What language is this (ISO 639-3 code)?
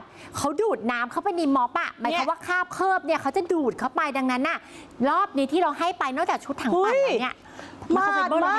tha